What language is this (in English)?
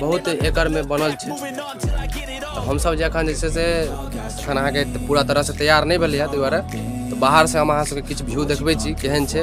Maithili